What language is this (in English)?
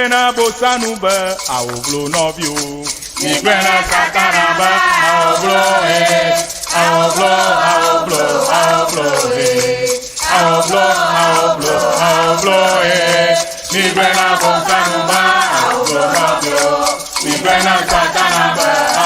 Ewe